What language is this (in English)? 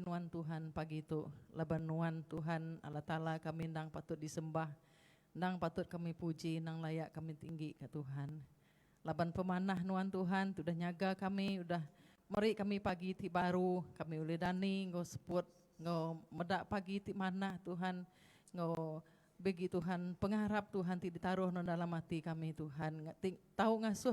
Iban